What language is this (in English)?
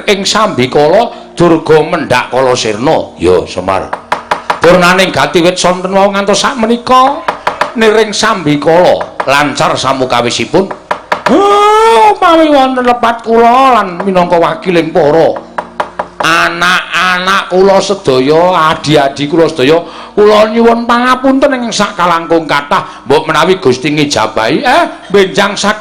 Javanese